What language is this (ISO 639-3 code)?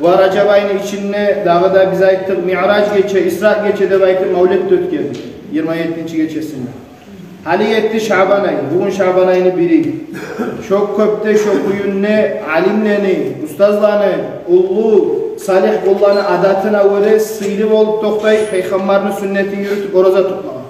kum